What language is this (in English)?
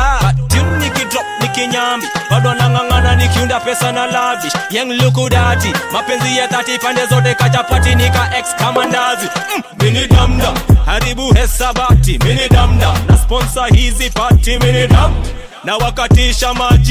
Swahili